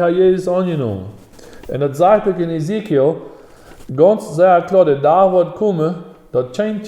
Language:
Plautdietsch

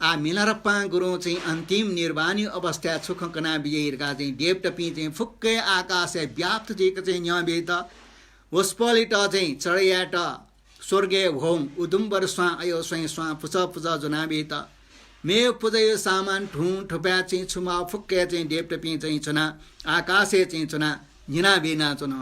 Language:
Newari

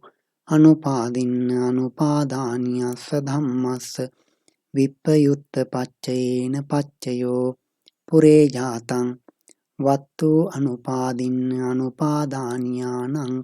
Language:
Pali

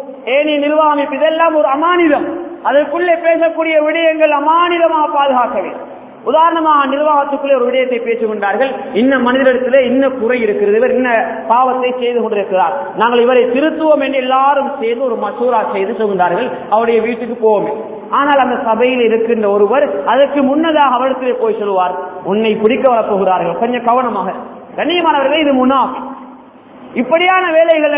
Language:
Tamil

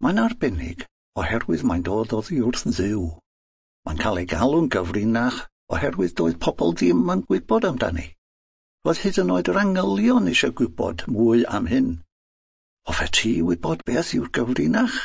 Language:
Welsh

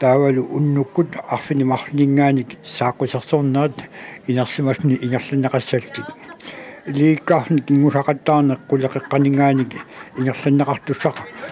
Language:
Kalaallisut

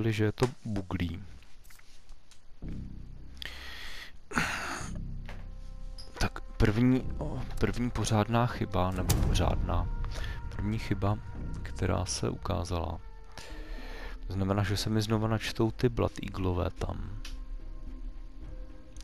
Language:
Czech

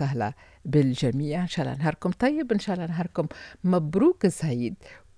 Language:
Tunisian Arabic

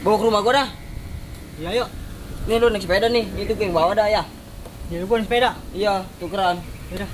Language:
Betawi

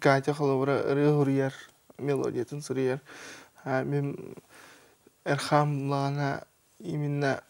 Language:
Yakut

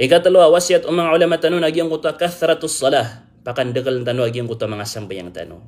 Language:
Maranao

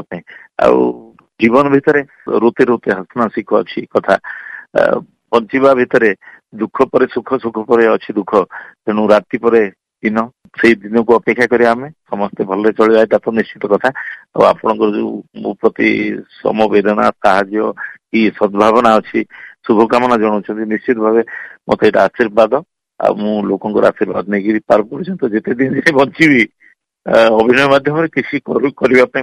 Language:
Odia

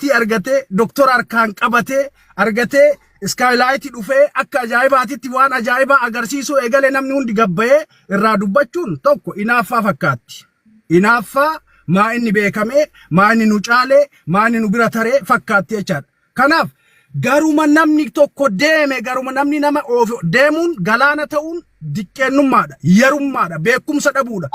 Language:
Oromo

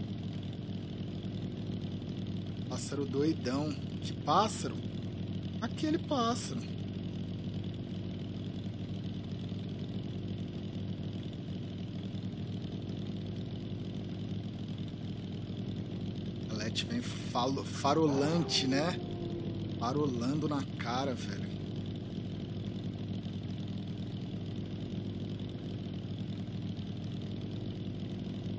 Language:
Portuguese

